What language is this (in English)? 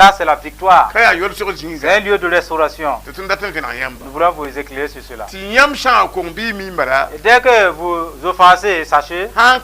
Mossi